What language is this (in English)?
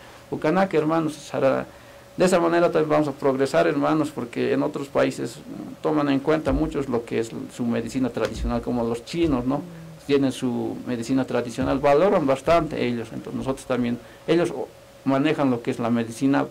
Aymara